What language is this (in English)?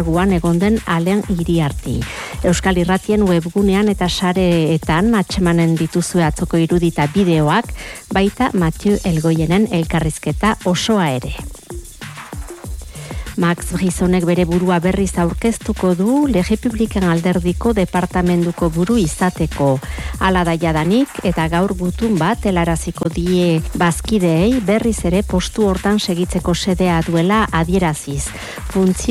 Basque